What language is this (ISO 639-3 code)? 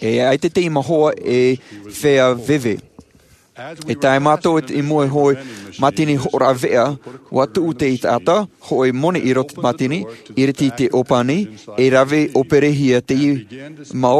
tah